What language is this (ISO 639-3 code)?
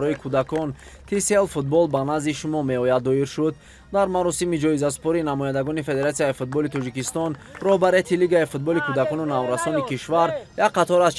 tgk